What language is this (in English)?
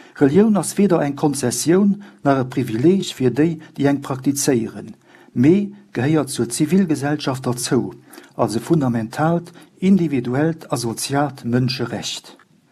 Luxembourgish